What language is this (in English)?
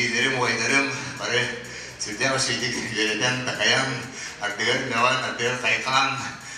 Yakut